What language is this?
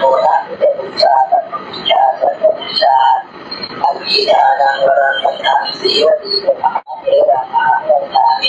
Pali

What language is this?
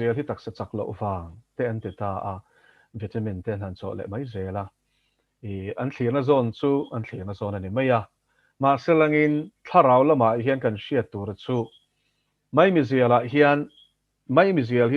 Mizo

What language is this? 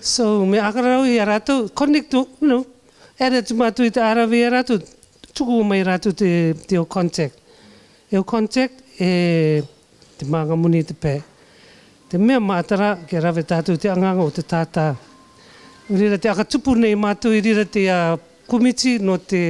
Rarotongan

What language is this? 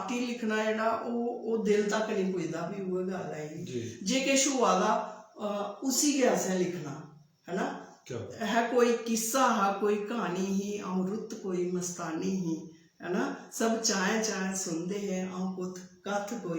Dogri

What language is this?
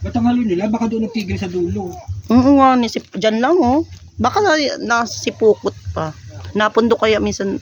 Bikol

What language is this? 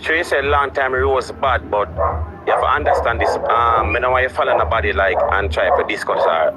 Jamaican Creole English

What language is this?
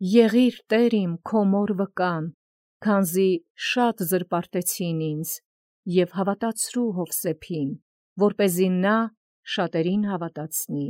Armenian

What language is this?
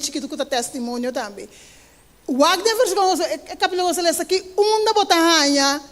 Papiamento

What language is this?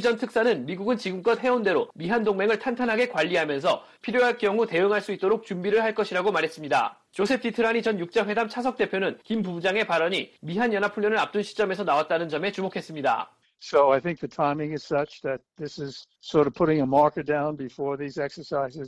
Korean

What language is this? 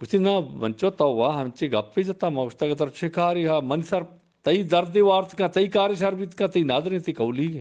Eastern Balochi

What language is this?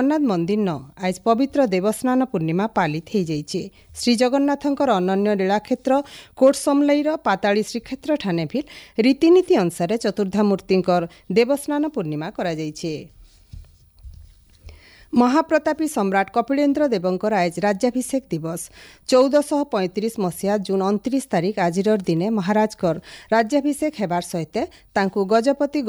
Odia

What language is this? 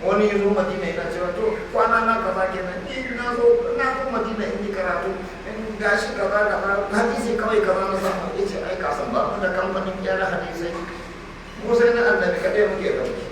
Hausa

